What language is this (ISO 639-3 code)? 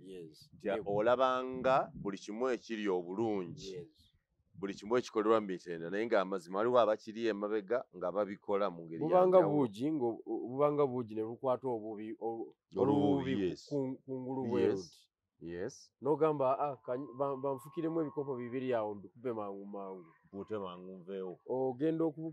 lug